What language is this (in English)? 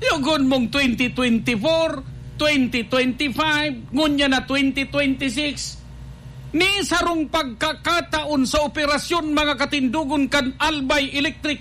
Bikol